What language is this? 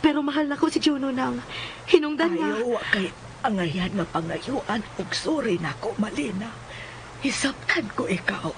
Cebuano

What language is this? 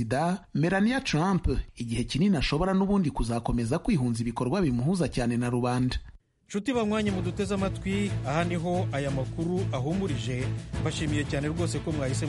Kinyarwanda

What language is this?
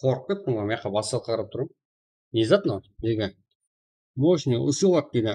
Kara-Kalpak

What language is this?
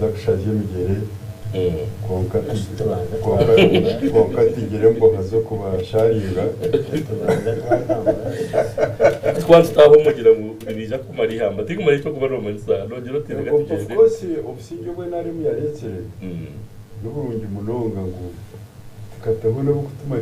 Nyankole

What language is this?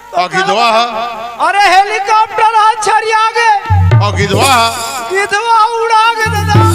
Chhattisgarhi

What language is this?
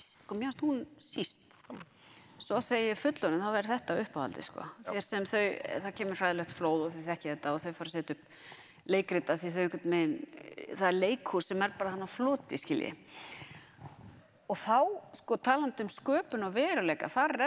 Icelandic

